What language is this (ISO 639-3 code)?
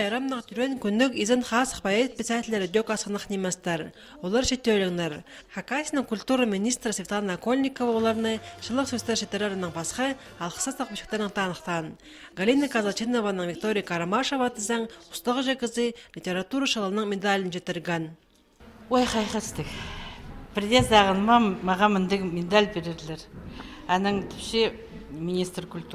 kjh